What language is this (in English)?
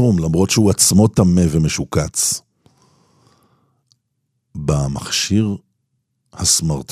Hebrew